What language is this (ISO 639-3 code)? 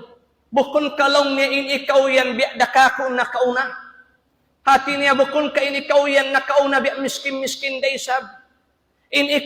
tsg